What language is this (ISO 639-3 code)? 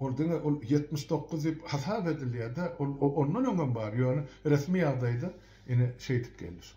tuk